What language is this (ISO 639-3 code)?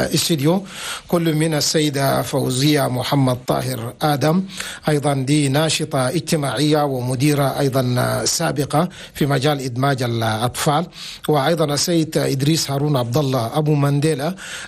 shu